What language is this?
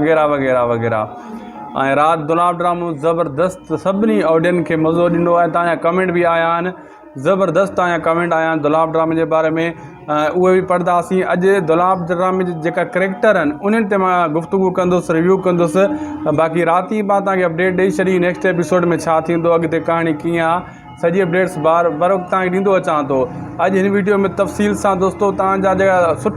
Sindhi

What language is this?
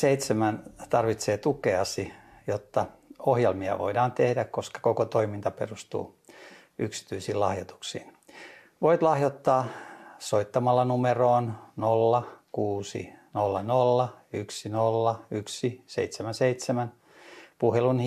Finnish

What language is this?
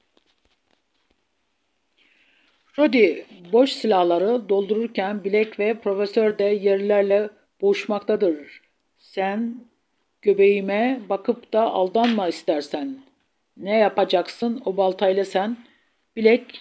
Turkish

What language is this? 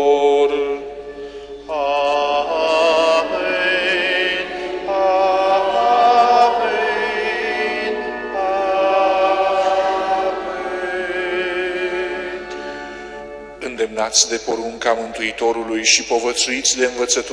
Romanian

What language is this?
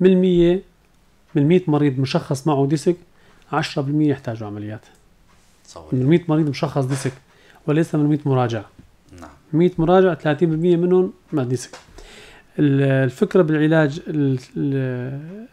North Levantine Arabic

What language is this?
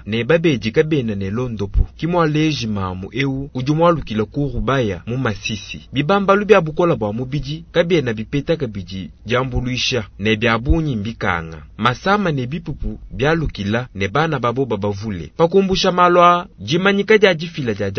Luba-Lulua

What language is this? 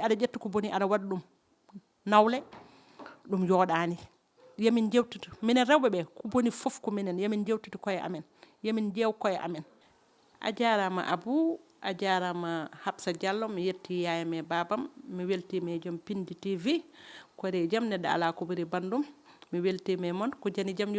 Fula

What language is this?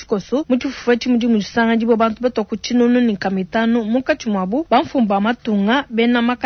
Luba-Lulua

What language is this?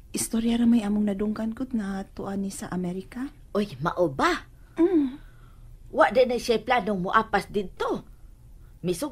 Cebuano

